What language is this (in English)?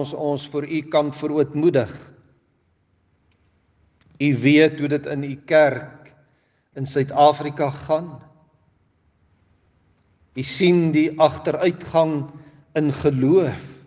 Afrikaans